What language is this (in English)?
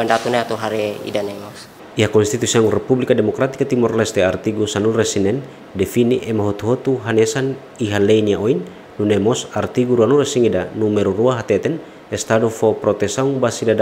Tetum